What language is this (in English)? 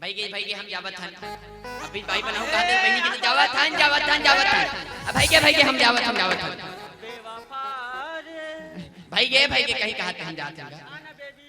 Chhattisgarhi